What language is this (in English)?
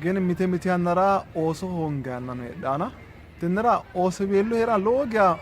Sidamo